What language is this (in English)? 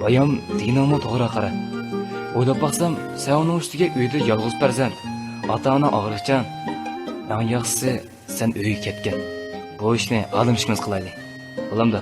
Uyghur